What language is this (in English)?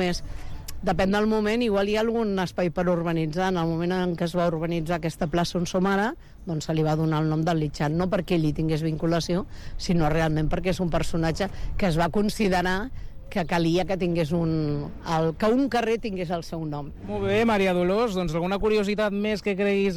Catalan